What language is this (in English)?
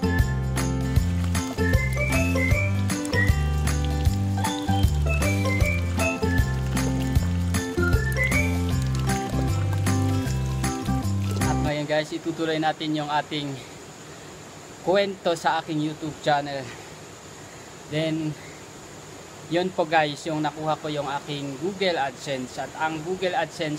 Filipino